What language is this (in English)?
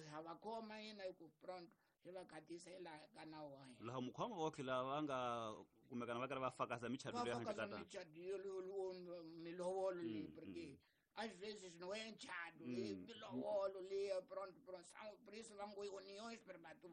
Tsonga